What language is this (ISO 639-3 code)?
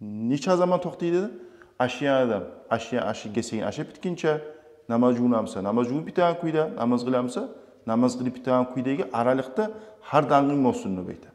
kum